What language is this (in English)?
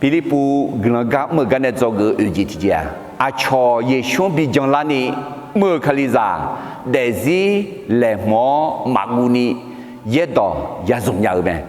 Akha